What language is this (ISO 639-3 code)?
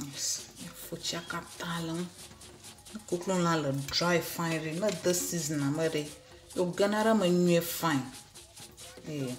ewe